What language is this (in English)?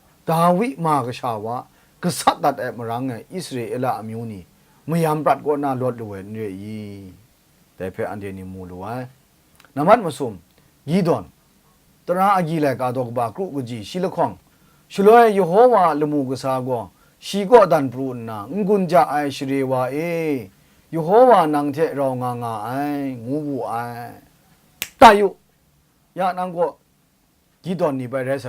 Kachin